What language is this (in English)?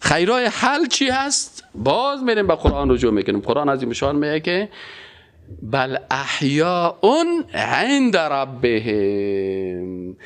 Persian